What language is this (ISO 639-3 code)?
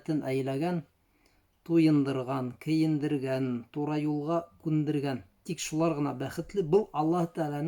bak